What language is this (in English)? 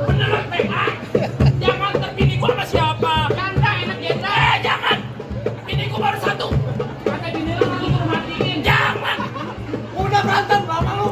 Betawi